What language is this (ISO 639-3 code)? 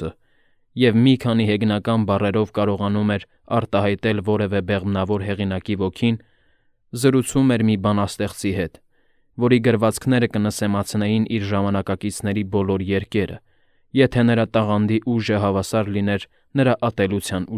hye